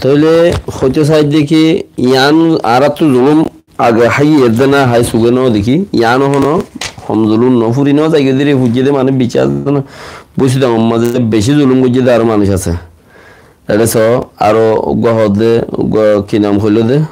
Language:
Rohingya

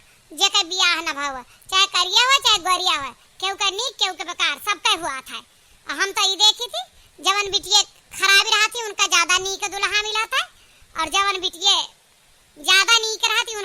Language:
Awadhi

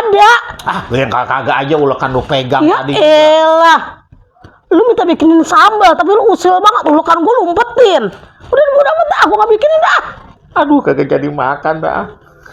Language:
Betawi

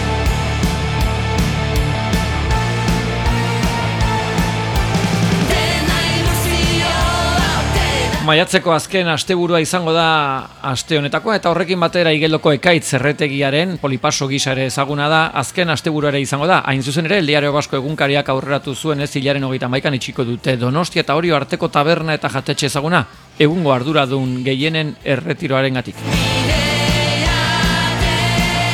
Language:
Basque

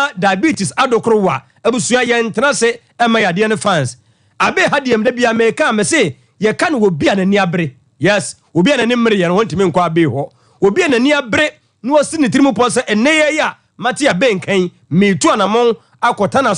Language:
Akan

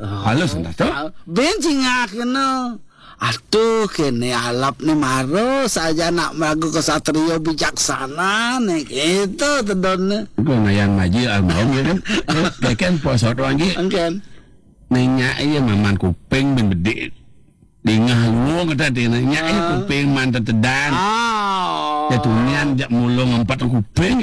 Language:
Balinese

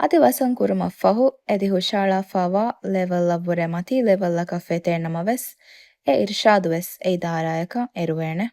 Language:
Divehi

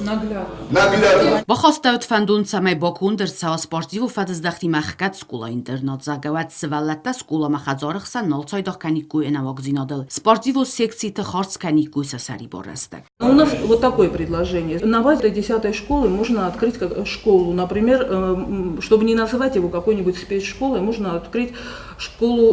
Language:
Ossetic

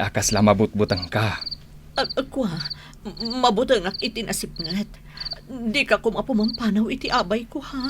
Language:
Iloko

